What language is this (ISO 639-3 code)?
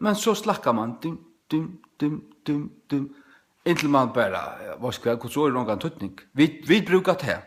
fao